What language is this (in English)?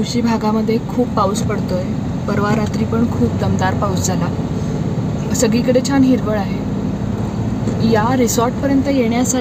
Marathi